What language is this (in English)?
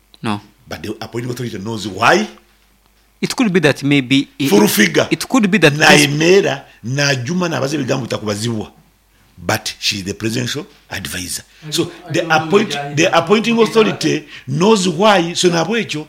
Nyankole